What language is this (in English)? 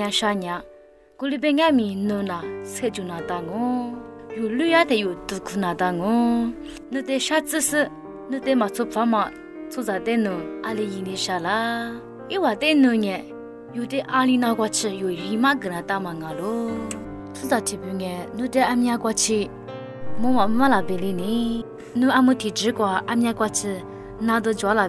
Lisu